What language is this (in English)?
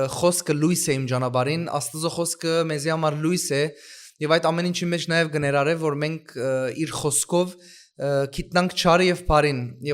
Western Armenian